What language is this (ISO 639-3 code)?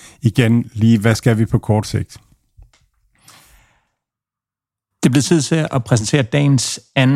dan